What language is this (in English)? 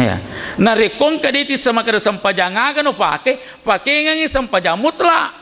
Buginese